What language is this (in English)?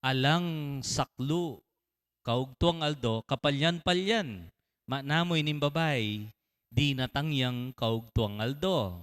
Pampanga